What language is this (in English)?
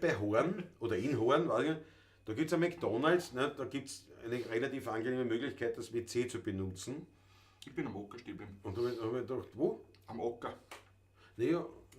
Bavarian